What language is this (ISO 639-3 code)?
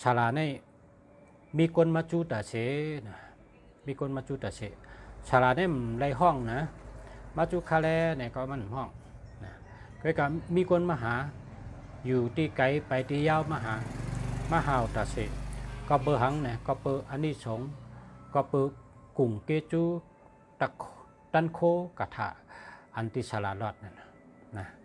shn